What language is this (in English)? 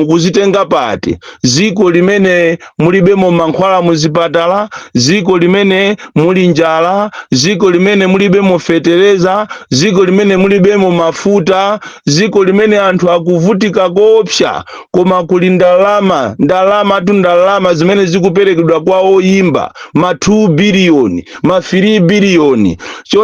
Nyanja